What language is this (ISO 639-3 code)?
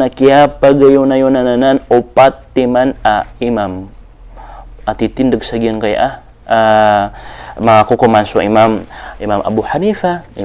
mrw